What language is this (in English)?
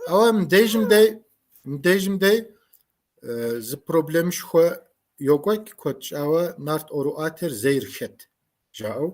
Kabardian